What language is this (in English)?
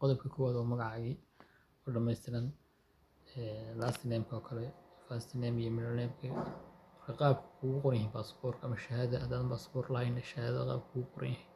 Somali